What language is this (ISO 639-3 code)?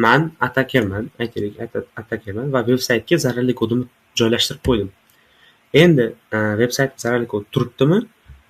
uzb